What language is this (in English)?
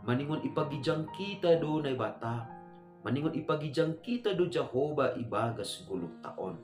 Batak Simalungun